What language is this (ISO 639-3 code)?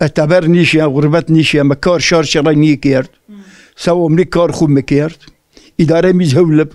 zza